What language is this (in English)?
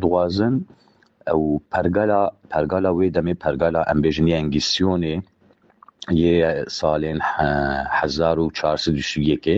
Kurdish